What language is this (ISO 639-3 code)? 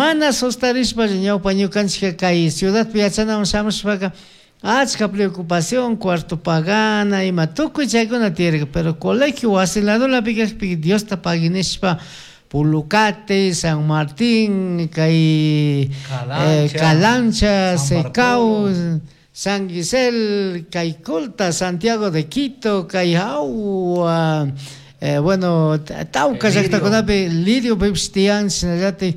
qug